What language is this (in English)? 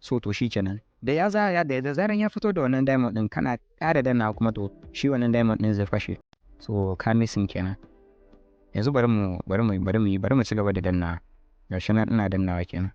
Hausa